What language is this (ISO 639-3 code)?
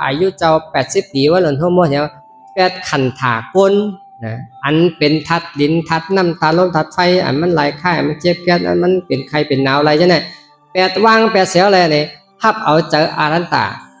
shn